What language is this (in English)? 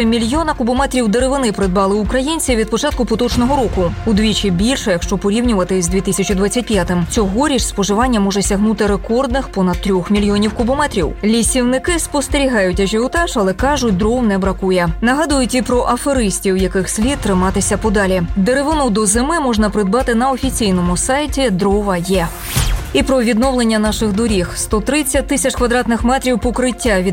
Ukrainian